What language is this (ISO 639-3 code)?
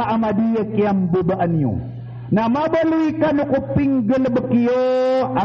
mrw